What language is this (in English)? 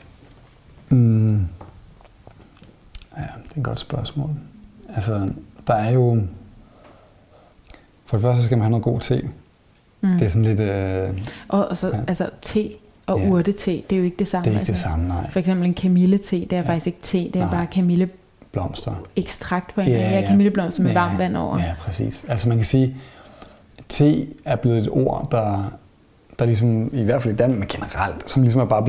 Danish